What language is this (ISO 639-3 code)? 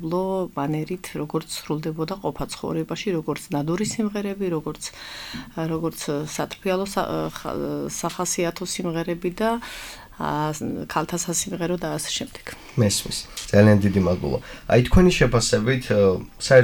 kat